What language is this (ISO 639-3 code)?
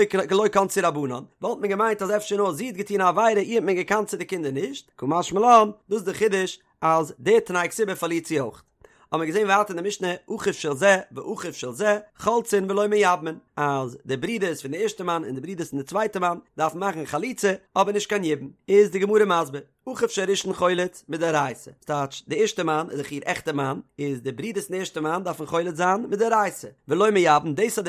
yid